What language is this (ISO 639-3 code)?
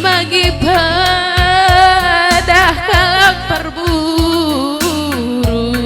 btx